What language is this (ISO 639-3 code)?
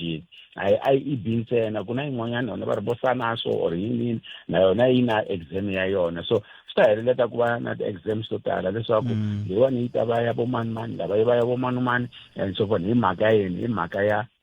tso